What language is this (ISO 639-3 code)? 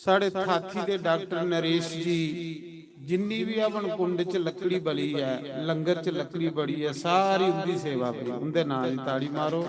doi